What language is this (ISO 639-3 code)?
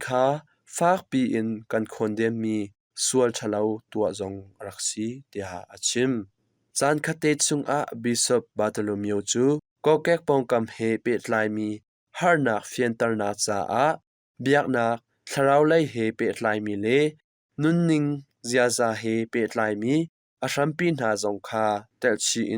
cnh